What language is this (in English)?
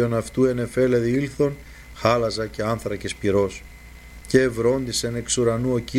Greek